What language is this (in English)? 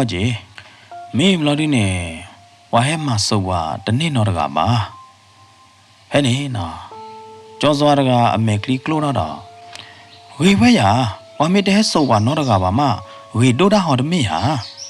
S'gaw Karen